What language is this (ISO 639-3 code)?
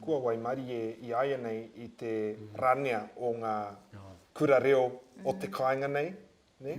mri